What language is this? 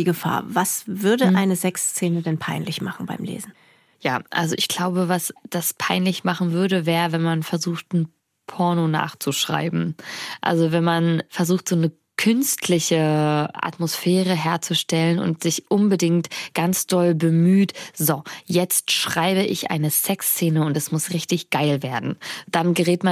Swiss German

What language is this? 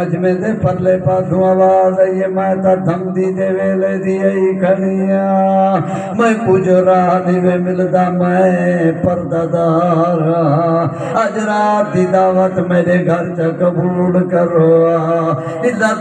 Saraiki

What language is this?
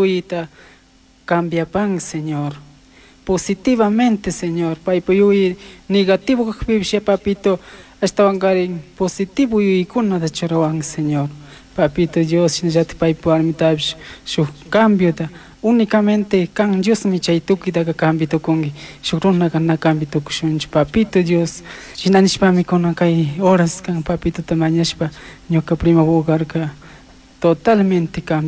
Chimborazo Highland Quichua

